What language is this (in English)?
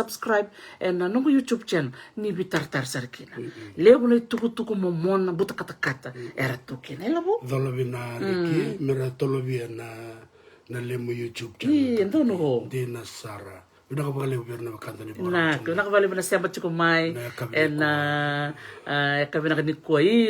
Fijian